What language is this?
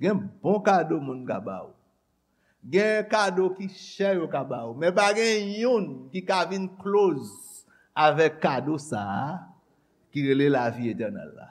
Haitian Creole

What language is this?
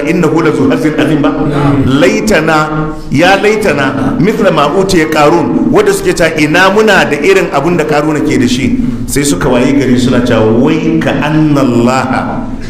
Hausa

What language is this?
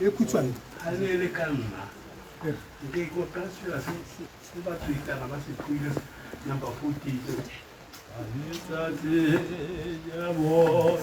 Tswana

